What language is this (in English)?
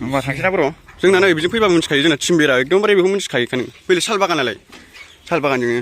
Bodo